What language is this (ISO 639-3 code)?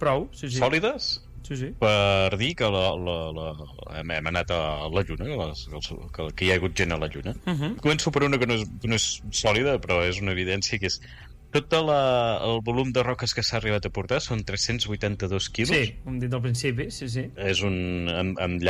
cat